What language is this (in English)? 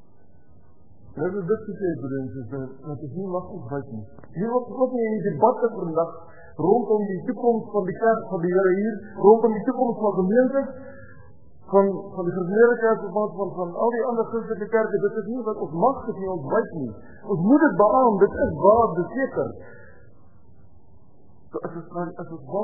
Afrikaans